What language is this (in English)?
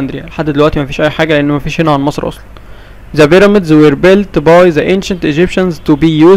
Egyptian Arabic